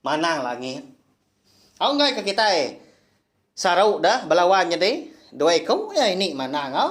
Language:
Iban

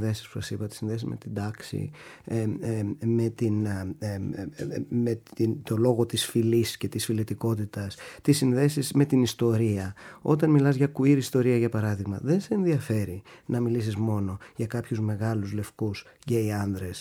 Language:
Greek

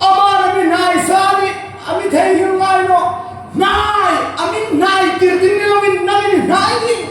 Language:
Hmar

